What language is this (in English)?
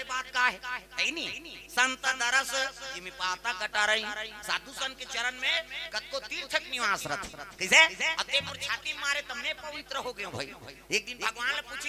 Chhattisgarhi